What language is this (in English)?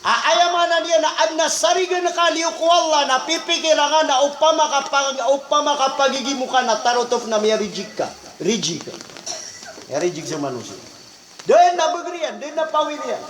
Maranao